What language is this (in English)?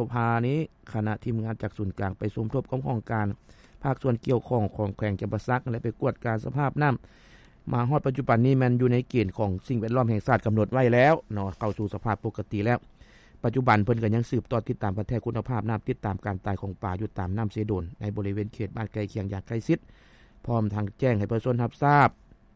Lao